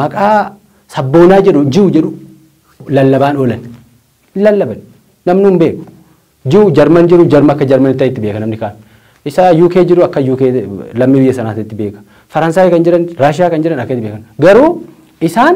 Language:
Oromo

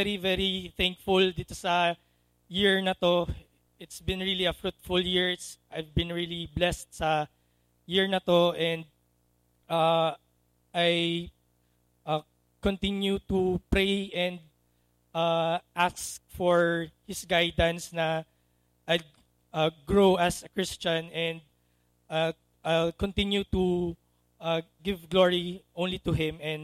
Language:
Filipino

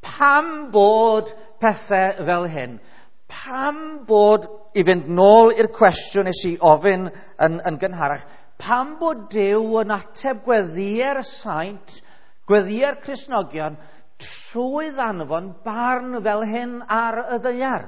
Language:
Welsh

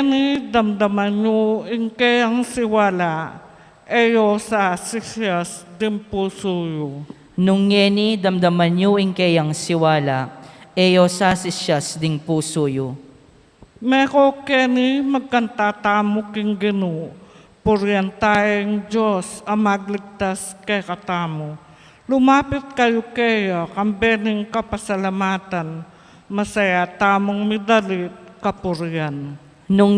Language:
Pampanga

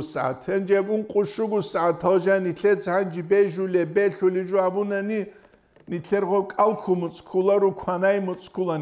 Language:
Avaric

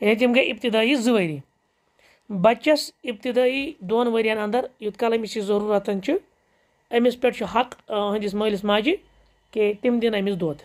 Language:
Kashmiri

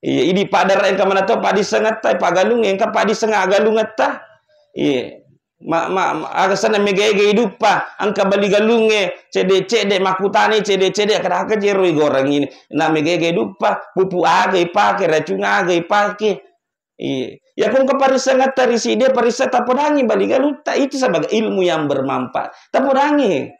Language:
Buginese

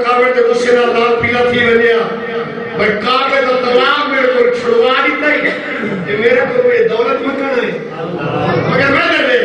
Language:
Saraiki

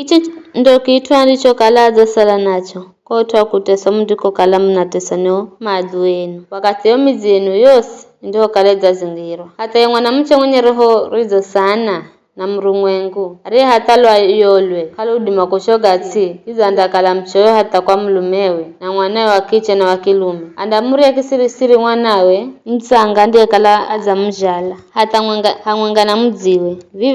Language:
Giryama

